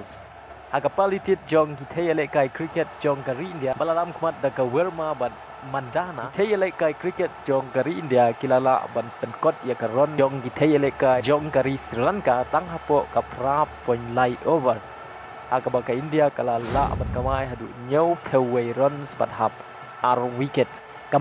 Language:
Khasi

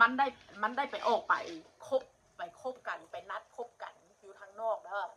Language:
Northeastern Thai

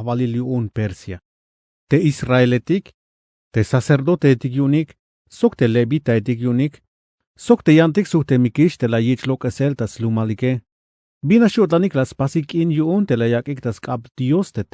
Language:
Tzeltal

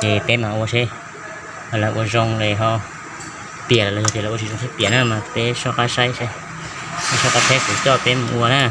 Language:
Hmong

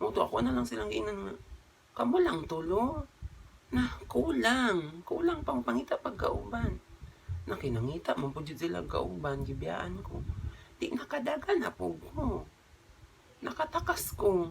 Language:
Cebuano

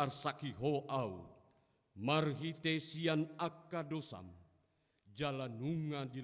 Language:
Batak Toba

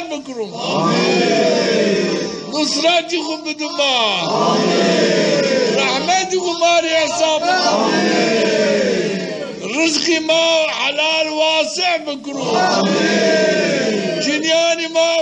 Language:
Zaza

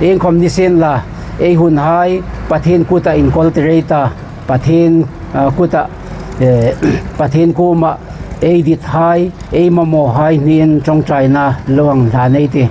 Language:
Hmar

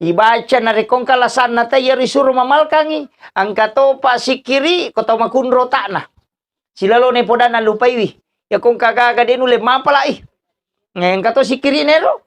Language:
Buginese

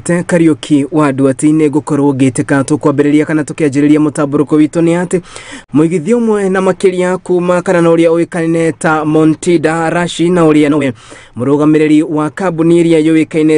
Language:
Kikuyu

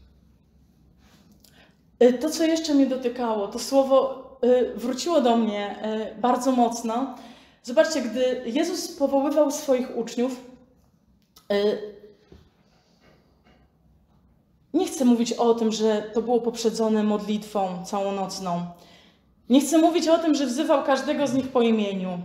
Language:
Polish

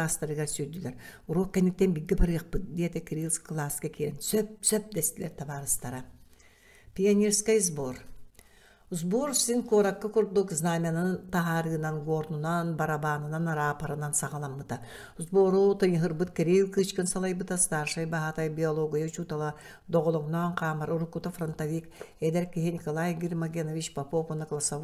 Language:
Yakut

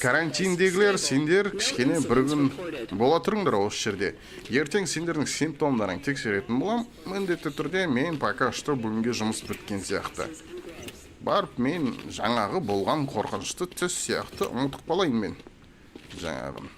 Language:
Kazakh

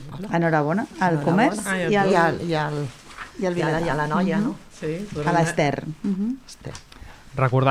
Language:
Catalan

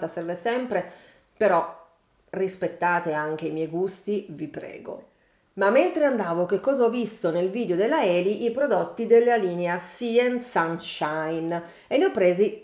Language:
Italian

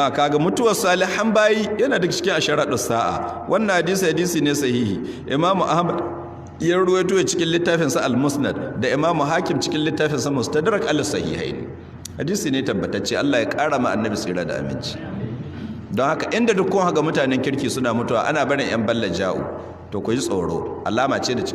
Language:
Hausa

